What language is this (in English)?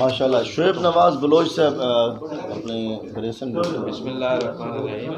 Saraiki